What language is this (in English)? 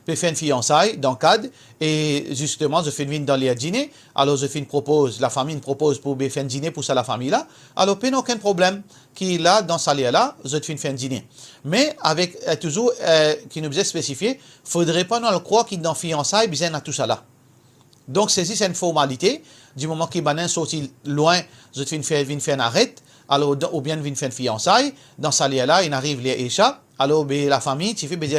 Morisyen